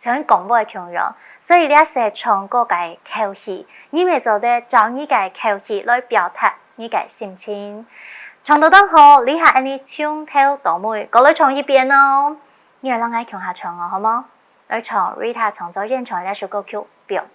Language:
Hakka Chinese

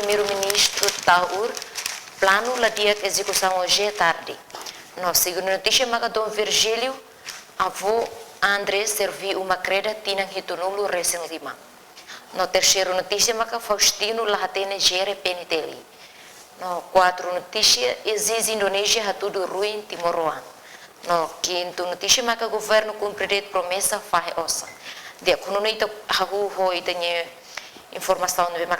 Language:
Tetum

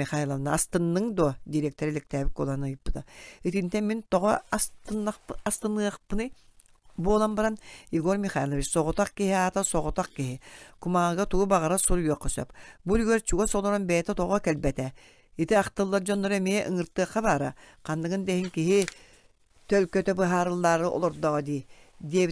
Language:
Yakut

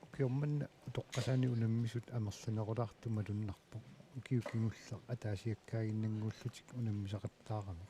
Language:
Kalaallisut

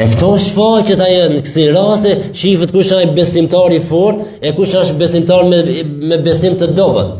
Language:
Albanian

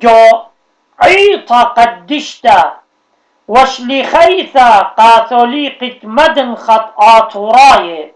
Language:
Assyrian Neo-Aramaic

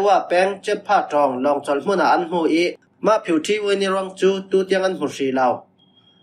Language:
Falam Chin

